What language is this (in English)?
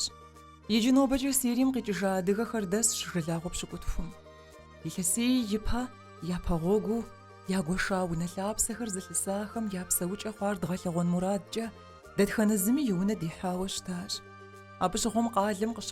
Kabardian